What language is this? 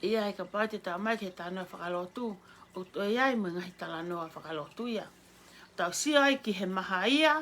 Tongan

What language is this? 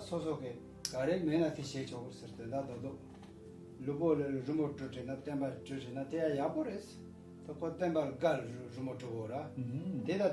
Tibetan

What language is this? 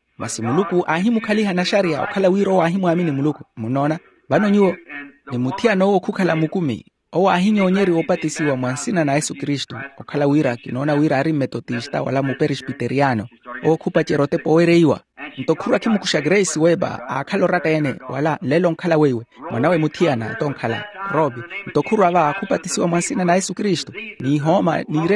Makhuwa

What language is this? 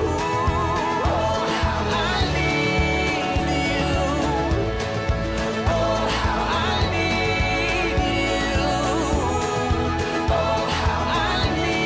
English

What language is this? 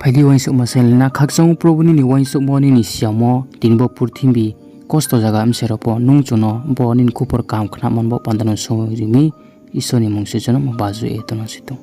Riang (India)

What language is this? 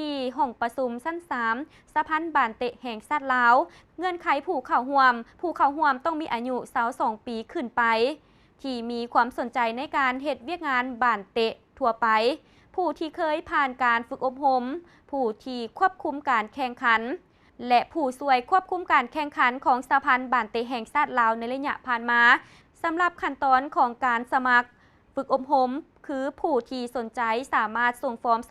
Lao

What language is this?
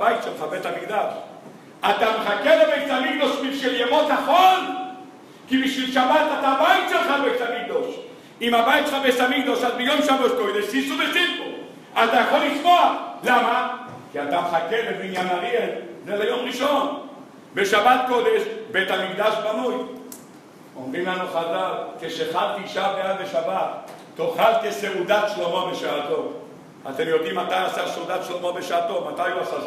Hebrew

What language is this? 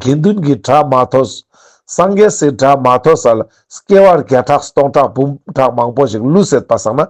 Ladakhi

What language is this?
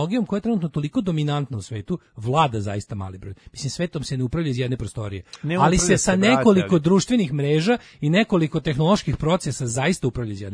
Serbian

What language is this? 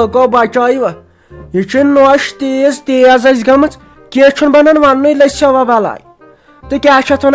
Kashmiri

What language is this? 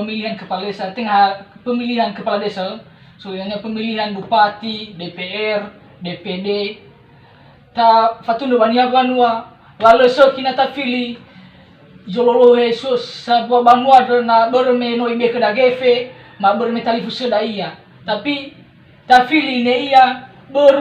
Nias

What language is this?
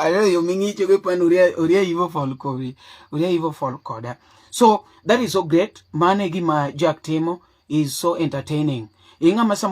Luo (Kenya and Tanzania)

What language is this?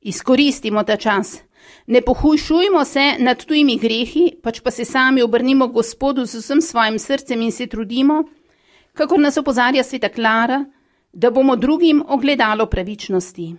Slovenian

